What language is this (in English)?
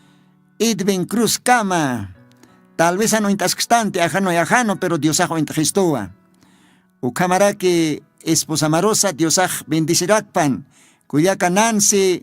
Aymara